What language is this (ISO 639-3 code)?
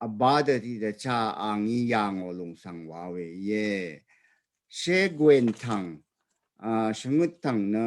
raw